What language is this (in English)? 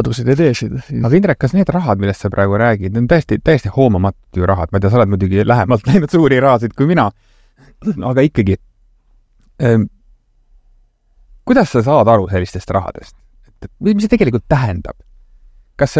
Estonian